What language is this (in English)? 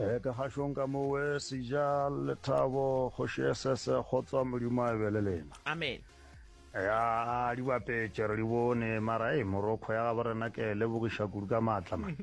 Northern Sotho